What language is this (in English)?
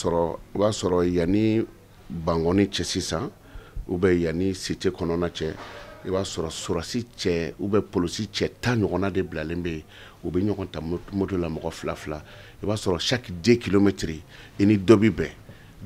Bambara